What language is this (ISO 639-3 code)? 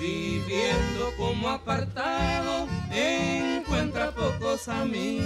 grn